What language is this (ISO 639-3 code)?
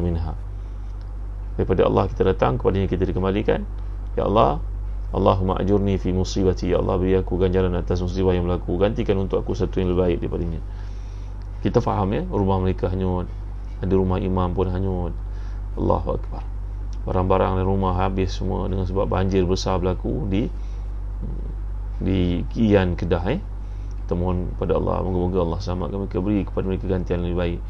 msa